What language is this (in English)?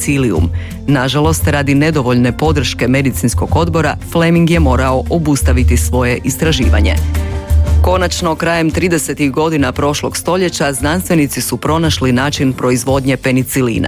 Croatian